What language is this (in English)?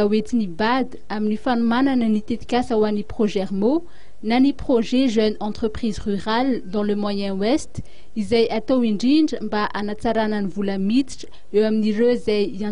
Malagasy